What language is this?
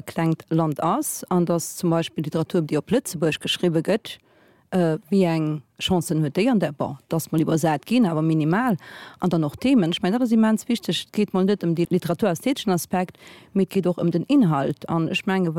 Luxembourgish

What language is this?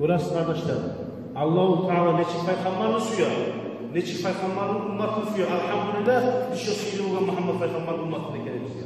Kumyk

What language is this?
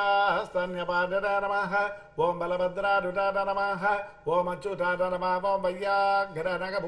Telugu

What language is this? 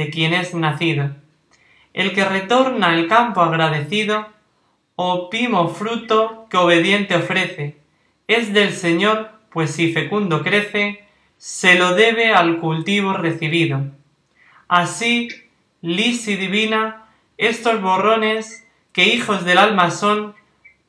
Spanish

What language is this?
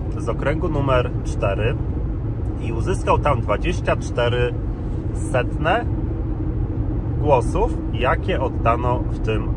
Polish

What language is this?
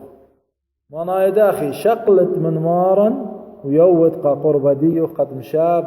Assyrian Neo-Aramaic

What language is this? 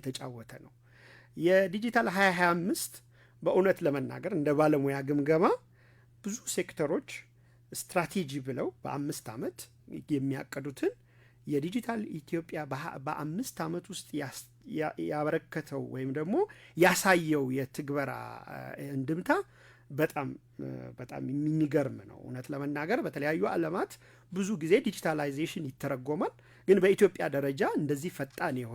Amharic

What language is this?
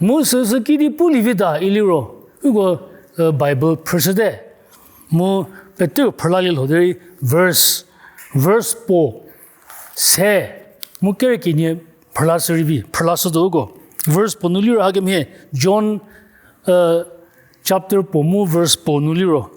Angami Naga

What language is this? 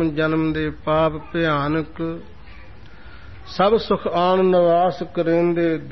Punjabi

